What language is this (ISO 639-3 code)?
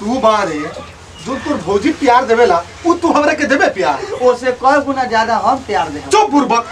bho